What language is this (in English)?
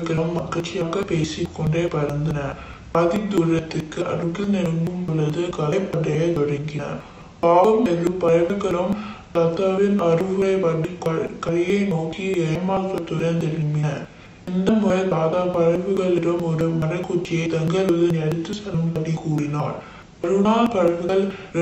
Tamil